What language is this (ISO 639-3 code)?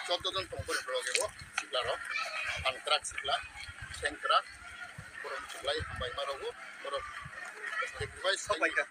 trp